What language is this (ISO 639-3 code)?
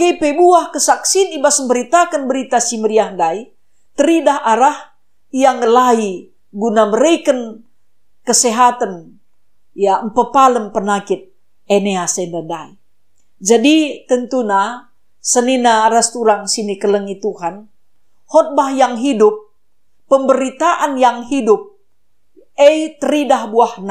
btx